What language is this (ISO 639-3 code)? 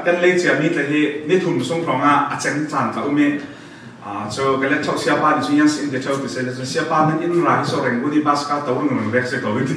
cfm